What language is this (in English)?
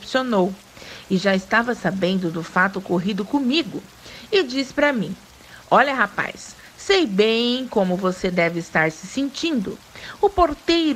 Portuguese